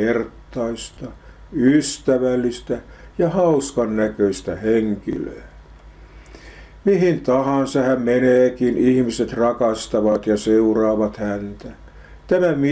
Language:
Finnish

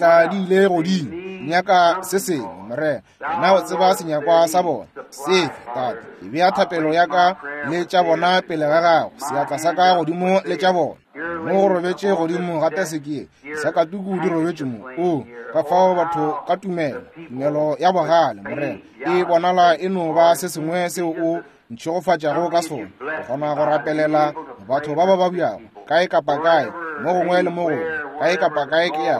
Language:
Northern Sotho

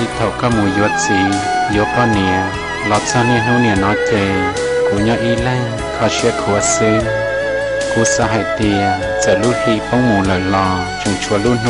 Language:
Hmong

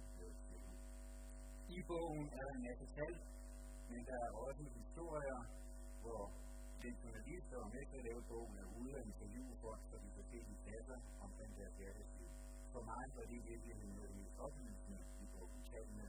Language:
Danish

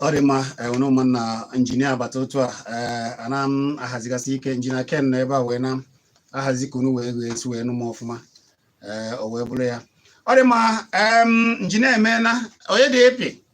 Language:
Igbo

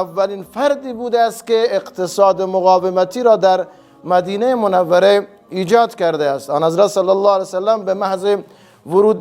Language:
Persian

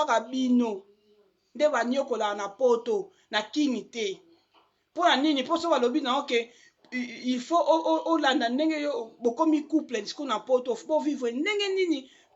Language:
Lingala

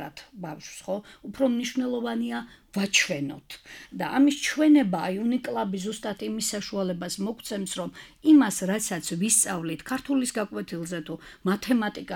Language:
Georgian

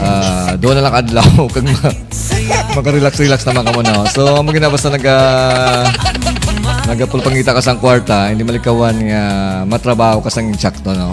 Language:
Hiligaynon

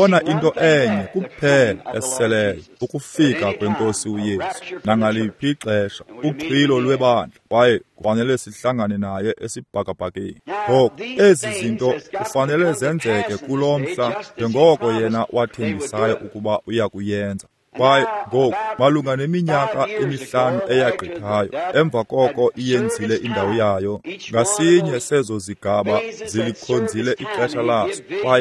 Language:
Xhosa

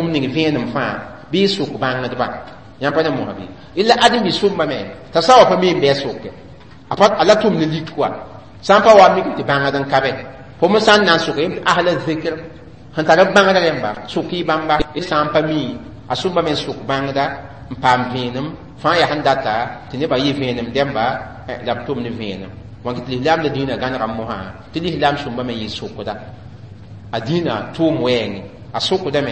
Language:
Mossi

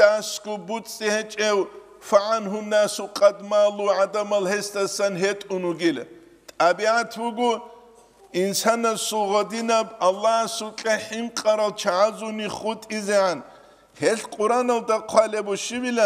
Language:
Avaric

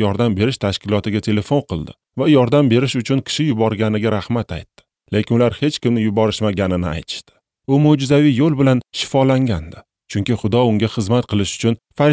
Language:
Uzbek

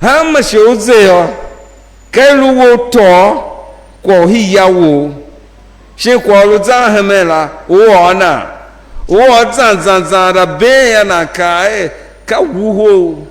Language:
Tiv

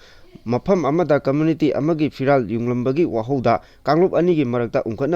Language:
Manipuri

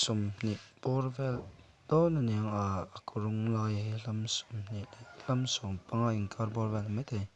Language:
Mizo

